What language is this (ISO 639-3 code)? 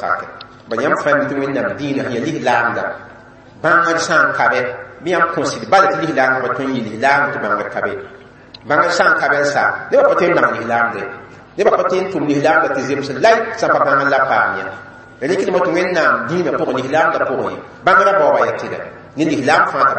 mos